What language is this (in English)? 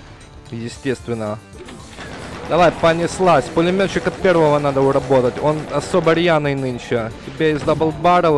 Russian